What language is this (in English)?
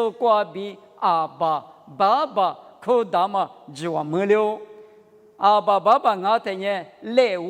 Lisu